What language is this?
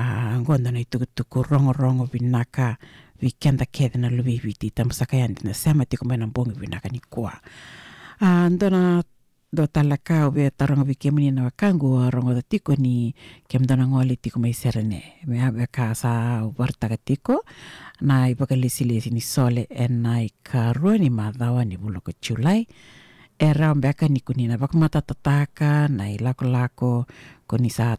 Fijian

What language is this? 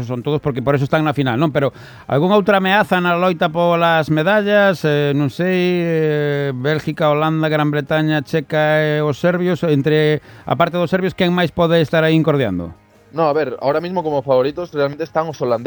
Galician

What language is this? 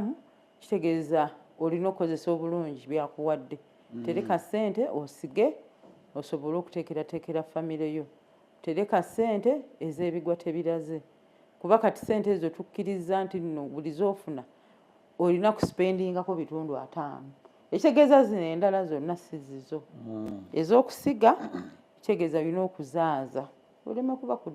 Ganda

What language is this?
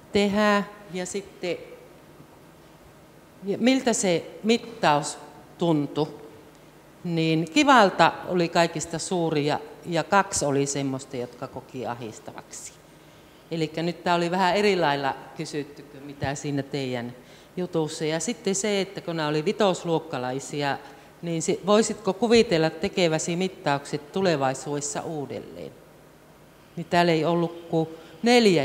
Finnish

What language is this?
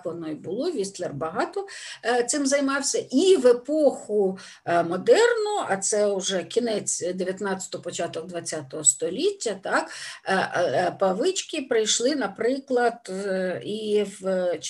Ukrainian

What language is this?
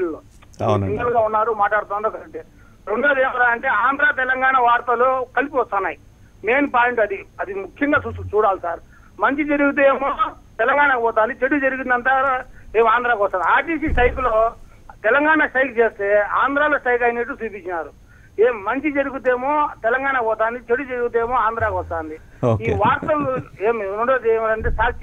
Telugu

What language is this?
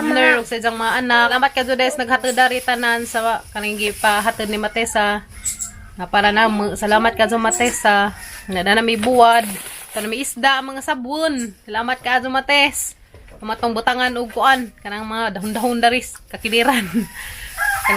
Cebuano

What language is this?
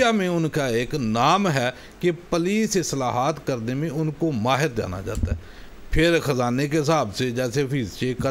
Urdu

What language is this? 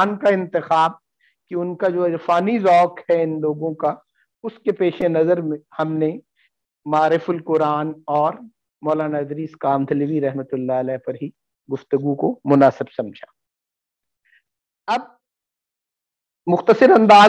Urdu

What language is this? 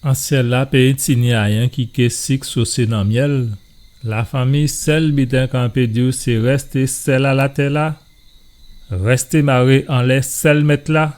Guadeloupean Creole French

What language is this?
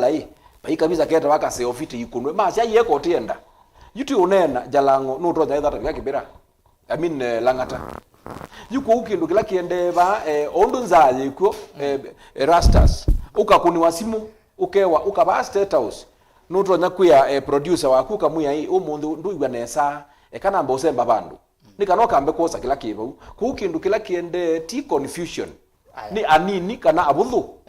Kamba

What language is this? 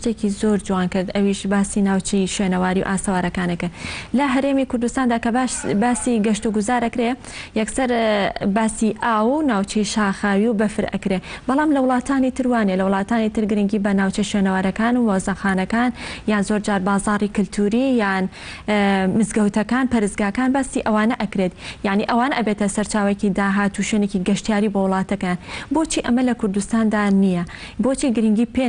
Central Kurdish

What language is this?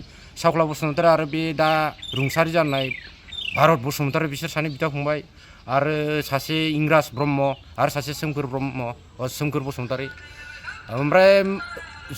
Bodo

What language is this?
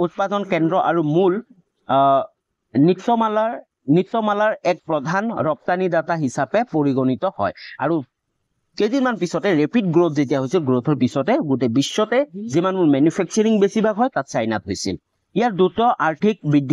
Assamese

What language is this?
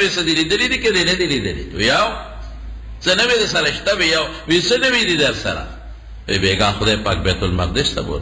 Pashto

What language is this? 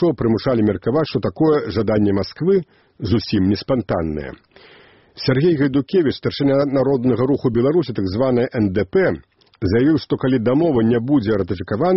Belarusian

